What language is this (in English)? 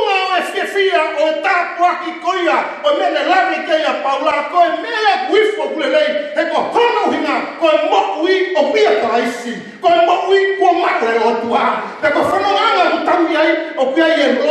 Tongan